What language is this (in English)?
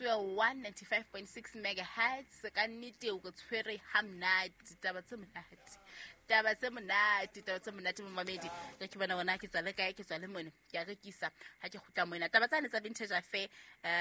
Southern Sotho